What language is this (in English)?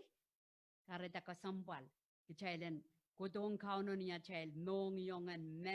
Pohnpeian